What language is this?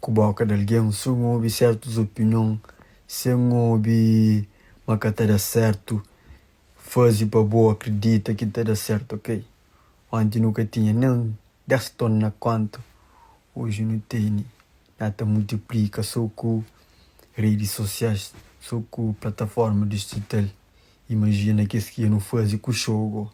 Kabuverdianu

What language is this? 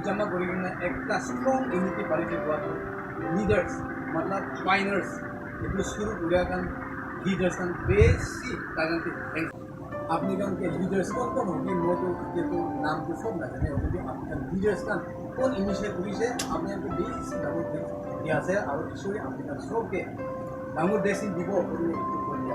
Naga Pidgin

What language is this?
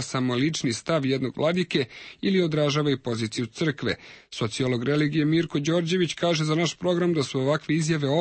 Serbian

